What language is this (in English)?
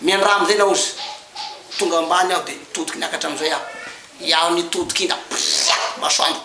Malagasy